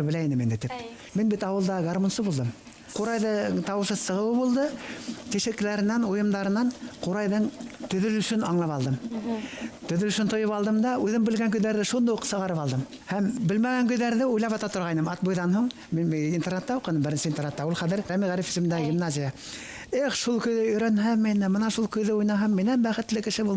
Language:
Bashkir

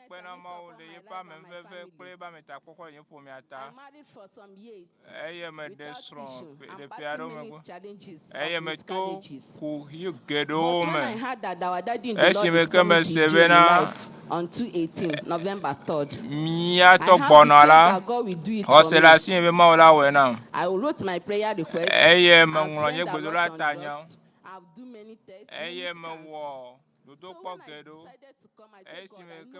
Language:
Ewe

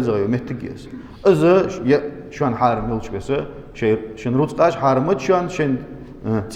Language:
Ingush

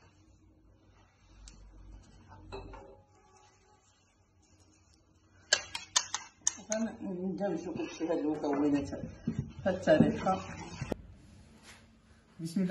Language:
Moroccan Arabic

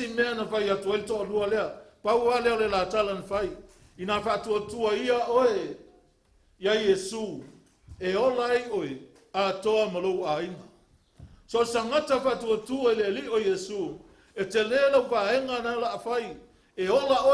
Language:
Samoan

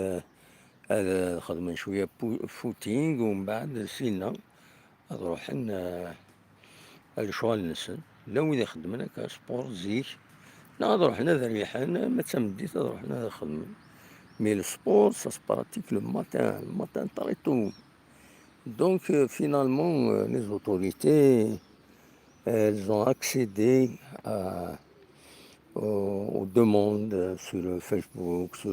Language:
Kabyle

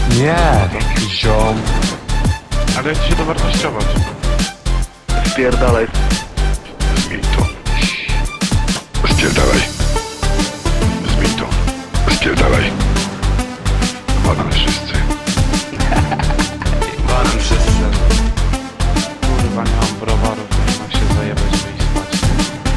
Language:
Polish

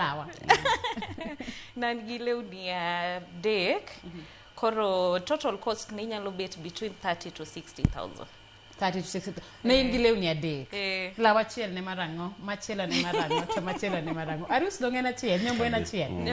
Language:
Luo (Kenya and Tanzania)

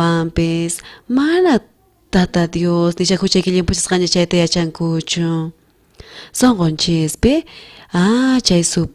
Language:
South Bolivian Quechua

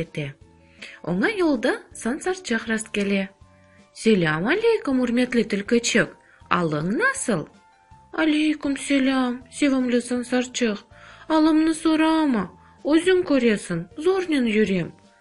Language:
Crimean Tatar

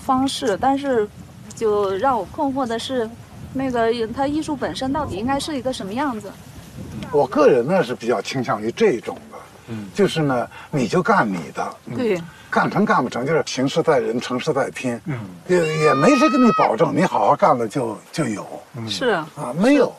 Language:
Chinese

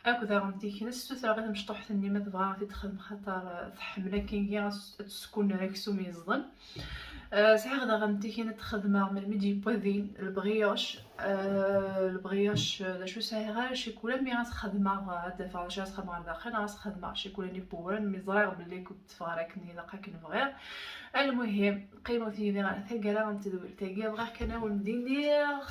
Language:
Kabyle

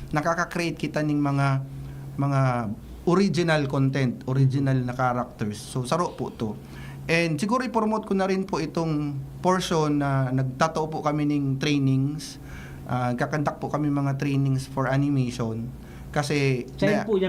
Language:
Bikol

